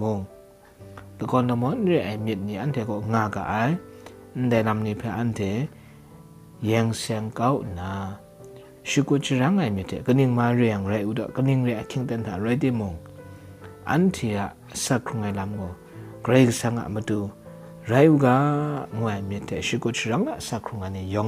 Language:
Kachin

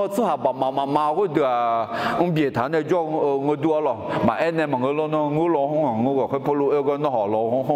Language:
Akha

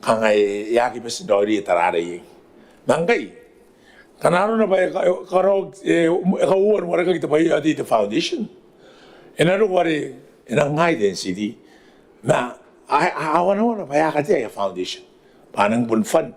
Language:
Gilbertese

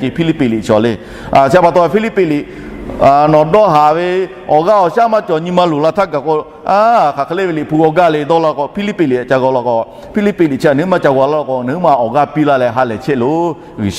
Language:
Lahu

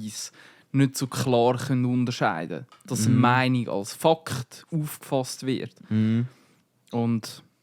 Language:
Swiss German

